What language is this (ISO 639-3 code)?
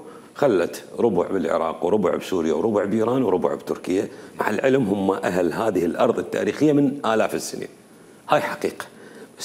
acm